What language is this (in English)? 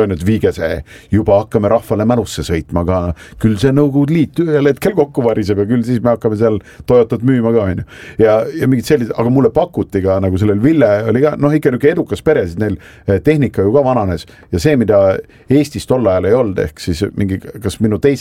Estonian